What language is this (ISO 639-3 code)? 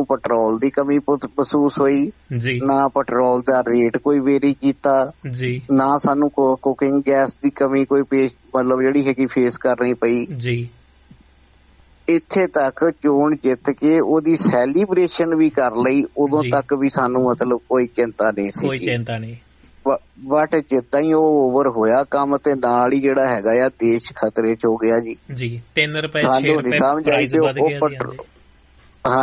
pan